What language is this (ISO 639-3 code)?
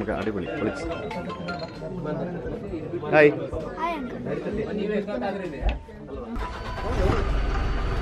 mal